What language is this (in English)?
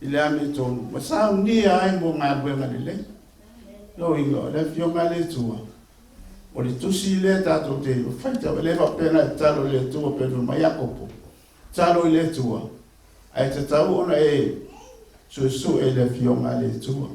Samoan